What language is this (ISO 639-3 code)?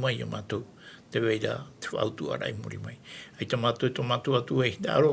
tah